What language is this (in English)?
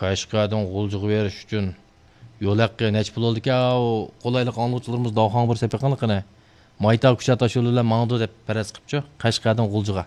Uyghur